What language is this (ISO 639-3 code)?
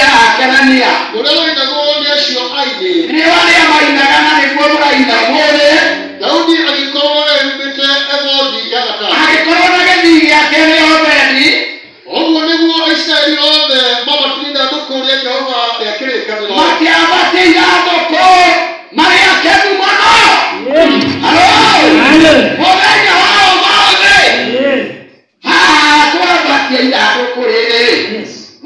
kik